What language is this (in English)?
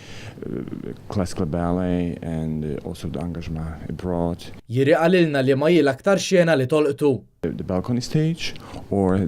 Maltese